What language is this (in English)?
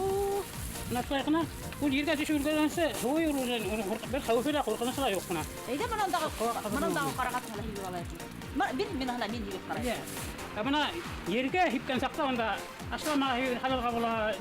Bashkir